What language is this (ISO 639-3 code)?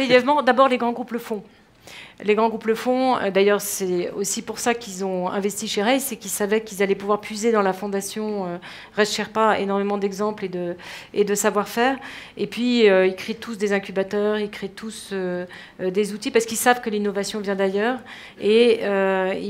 fra